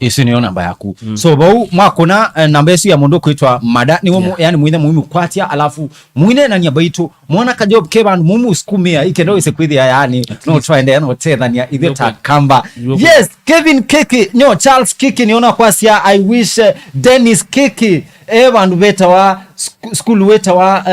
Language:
Kamba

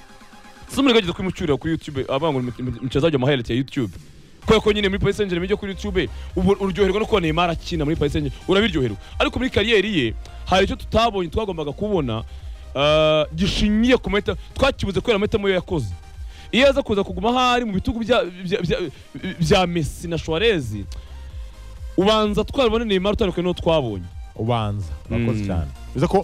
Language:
Kinyarwanda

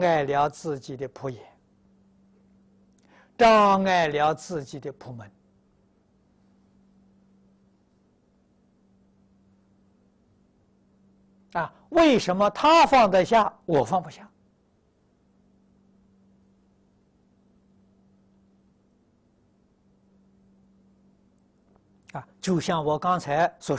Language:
Chinese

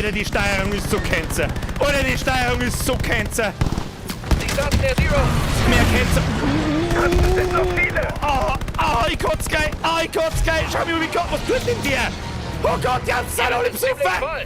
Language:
Bavarian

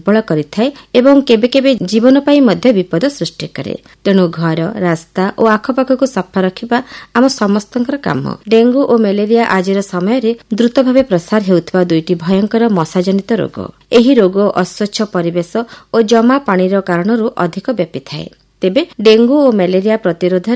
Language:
Odia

